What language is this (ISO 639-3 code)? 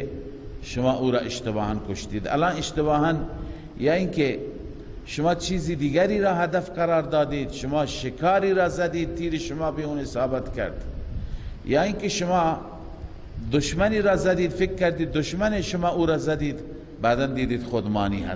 fas